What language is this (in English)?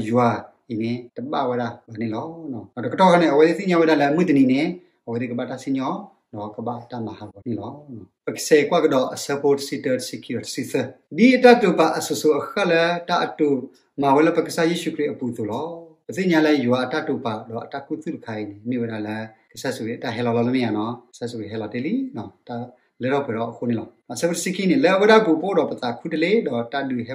S'gaw Karen